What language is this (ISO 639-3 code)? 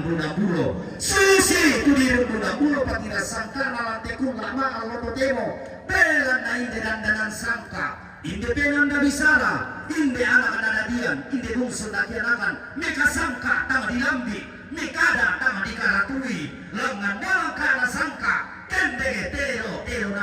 sda